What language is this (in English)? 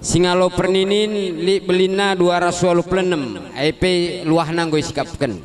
Batak Karo